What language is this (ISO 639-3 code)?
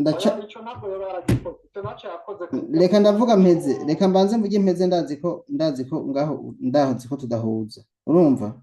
run